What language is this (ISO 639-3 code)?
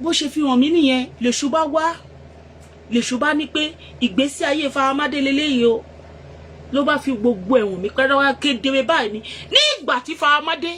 yor